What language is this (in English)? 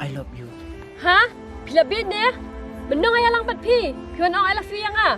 Khasi